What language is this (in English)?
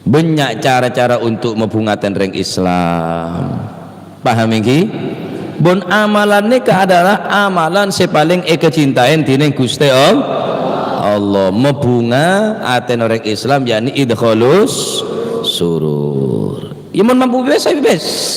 Madurese